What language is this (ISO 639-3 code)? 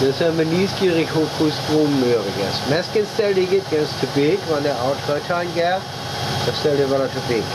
frr